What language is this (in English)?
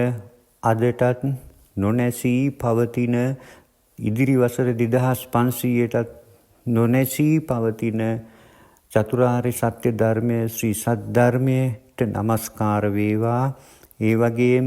Sinhala